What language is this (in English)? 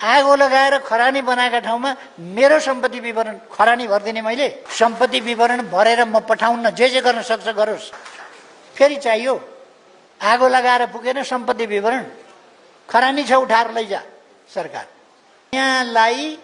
Nepali